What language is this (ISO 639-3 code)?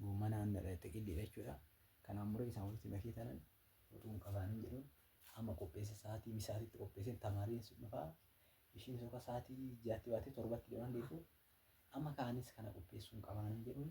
orm